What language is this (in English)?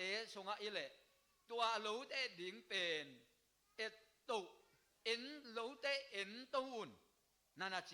Tedim Chin